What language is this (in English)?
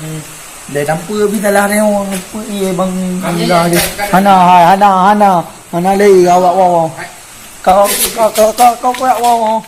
Achinese